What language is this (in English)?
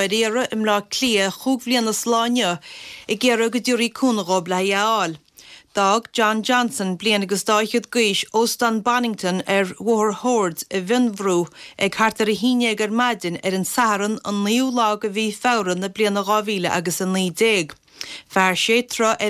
Irish